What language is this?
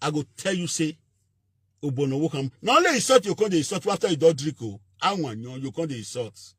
Nigerian Pidgin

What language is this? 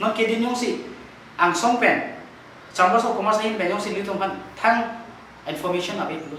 Karbi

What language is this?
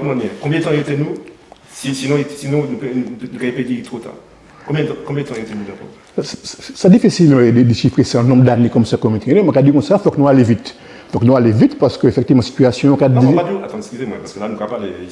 Guadeloupean Creole French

